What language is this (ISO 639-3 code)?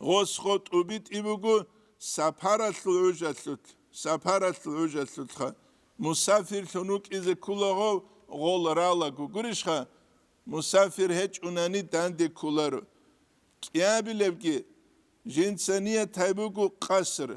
ava